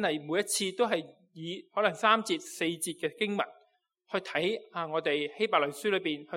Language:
Cantonese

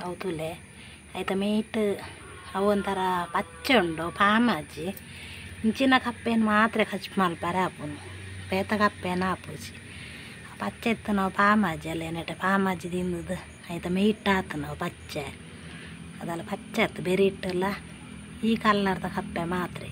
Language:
Tulu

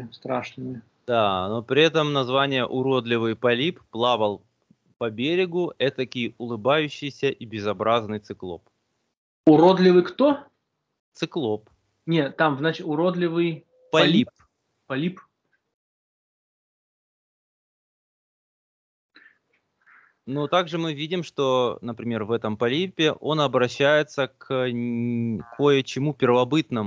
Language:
Russian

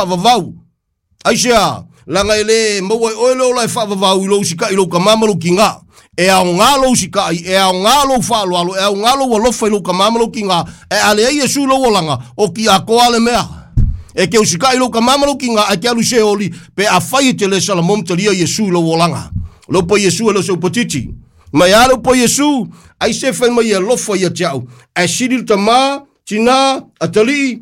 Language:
Samoan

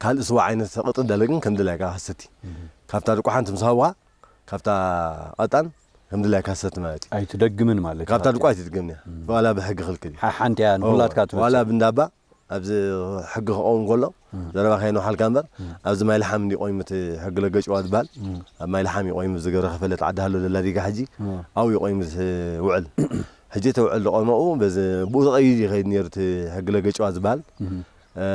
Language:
Tigrinya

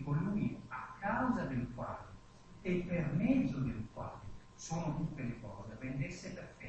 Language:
Italian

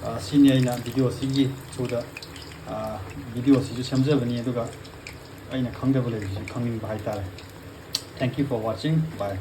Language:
Manipuri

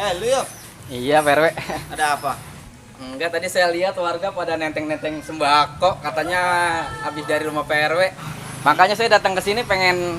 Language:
Betawi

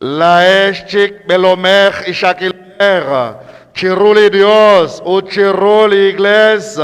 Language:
Kekchí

